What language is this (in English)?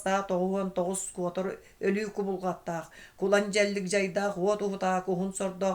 Yakut